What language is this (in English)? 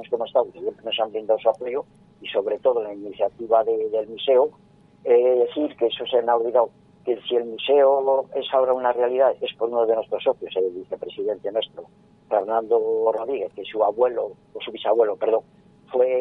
Spanish